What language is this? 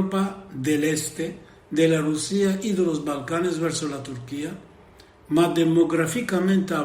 Ladino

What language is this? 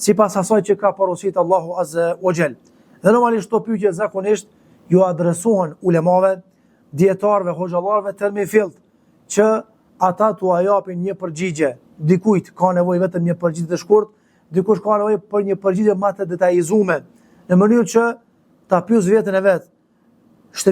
Albanian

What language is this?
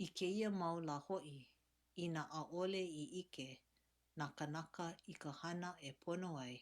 Hawaiian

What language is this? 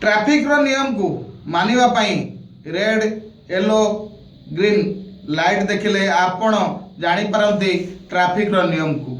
Odia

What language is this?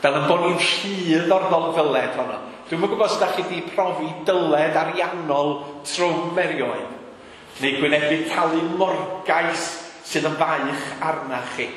Welsh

